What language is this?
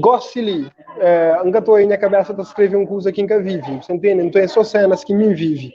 Kabuverdianu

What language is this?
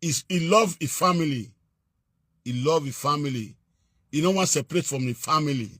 Nigerian Pidgin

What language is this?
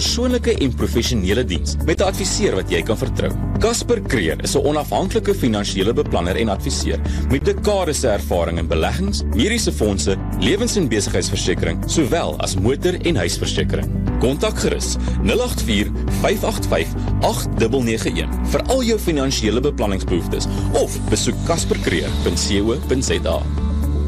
Afrikaans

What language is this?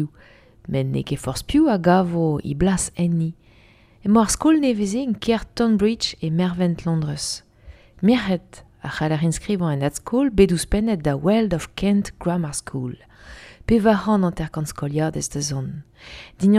Breton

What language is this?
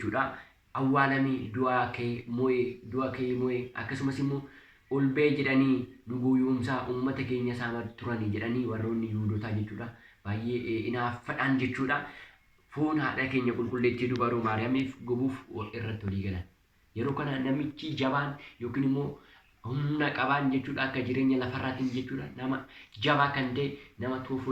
Oromo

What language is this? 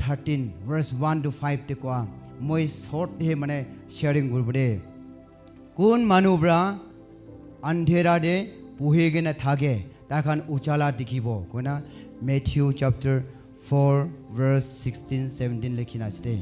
Naga Pidgin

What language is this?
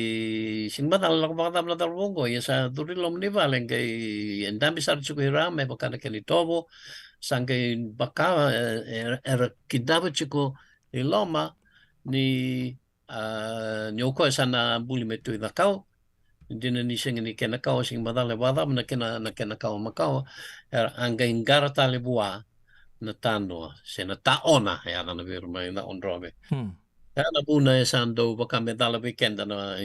Fijian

